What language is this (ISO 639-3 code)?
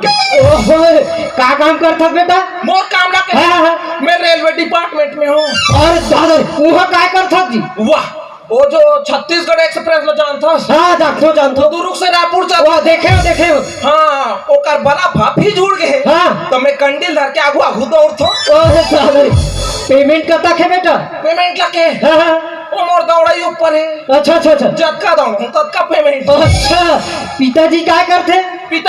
hne